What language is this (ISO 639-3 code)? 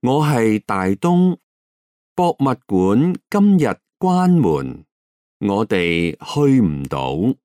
yue